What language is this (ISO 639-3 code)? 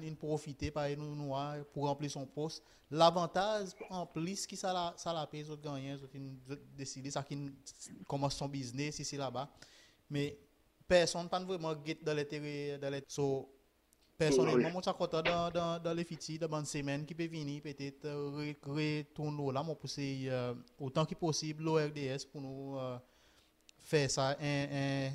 crs